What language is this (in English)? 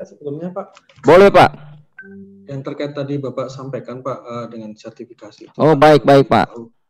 Indonesian